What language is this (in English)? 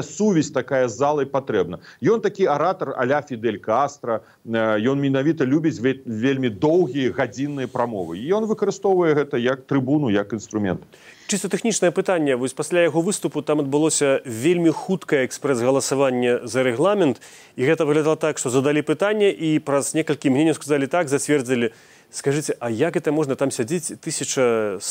Belarusian